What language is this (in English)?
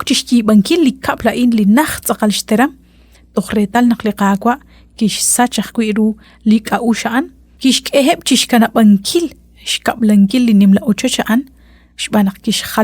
Kekchí